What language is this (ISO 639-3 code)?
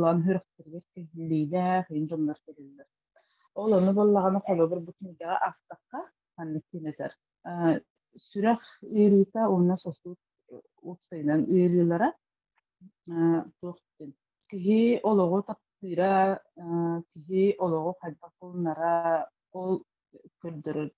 sah